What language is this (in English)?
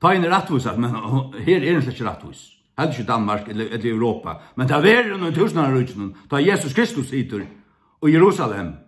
Faroese